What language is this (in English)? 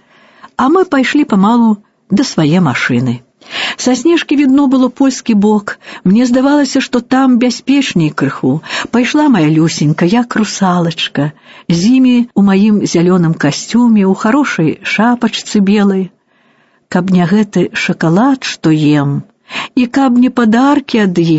Belarusian